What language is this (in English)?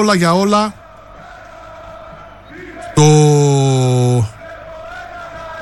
Greek